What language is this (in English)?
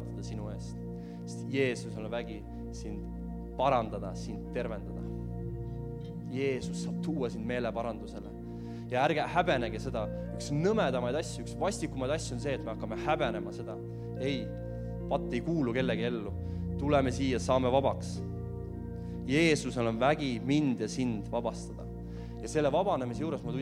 Estonian